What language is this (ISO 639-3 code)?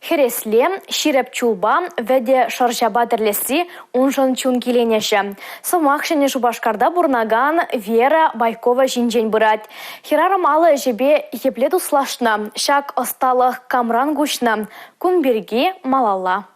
chv